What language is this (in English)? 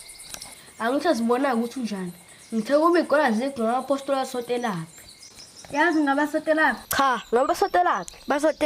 Zulu